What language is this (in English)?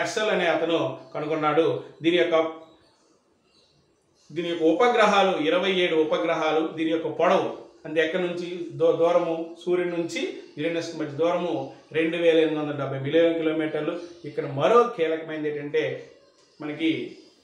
Telugu